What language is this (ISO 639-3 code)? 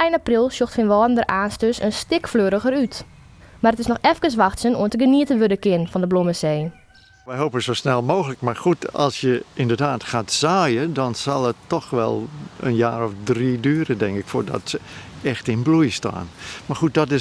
fry